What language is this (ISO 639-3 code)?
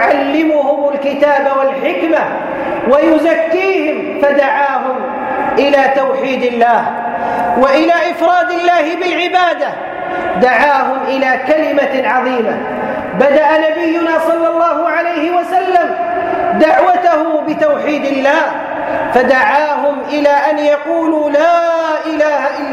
ara